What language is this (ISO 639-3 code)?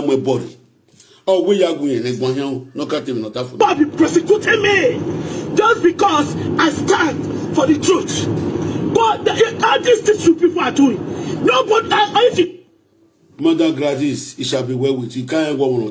pcm